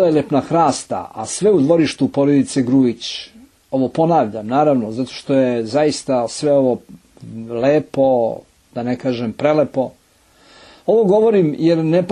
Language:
Serbian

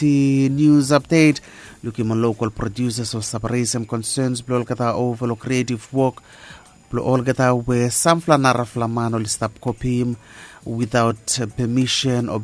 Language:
Bislama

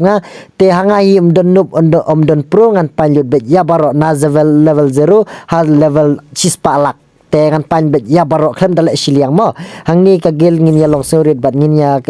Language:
Khasi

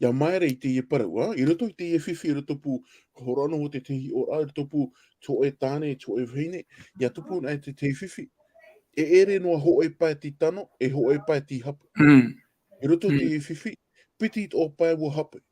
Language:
Tahitian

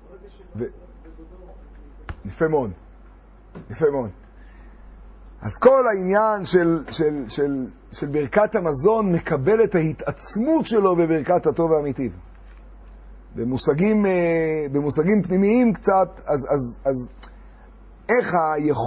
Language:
Hebrew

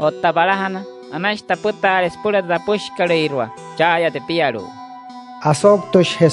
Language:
Wayuu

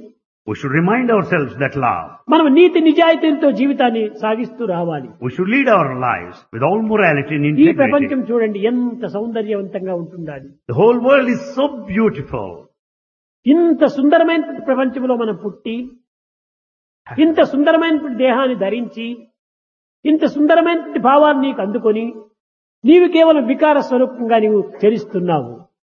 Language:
Telugu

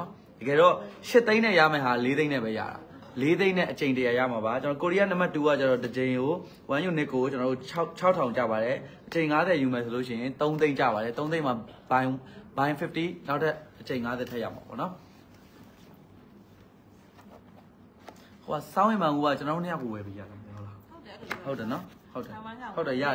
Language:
Burmese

